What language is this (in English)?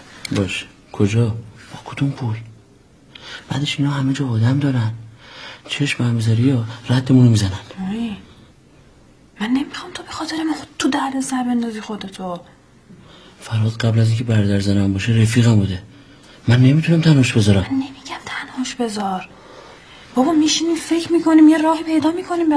Persian